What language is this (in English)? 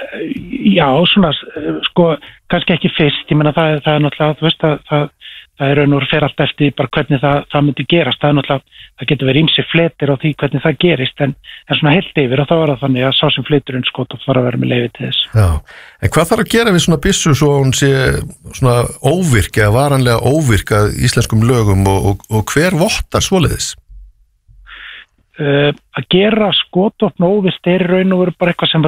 Icelandic